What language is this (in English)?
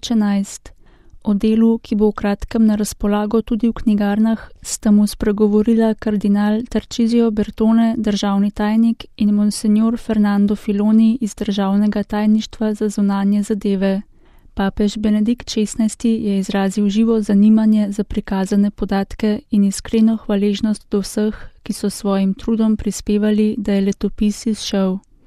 Slovenian